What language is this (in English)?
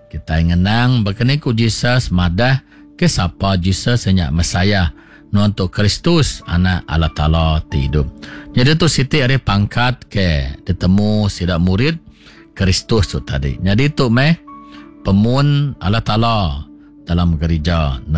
Iban